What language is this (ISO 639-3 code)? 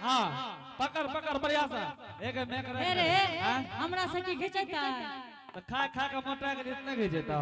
anp